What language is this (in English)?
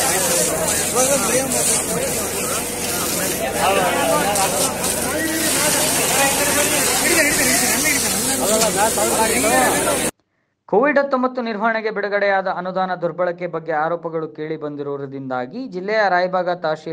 Kannada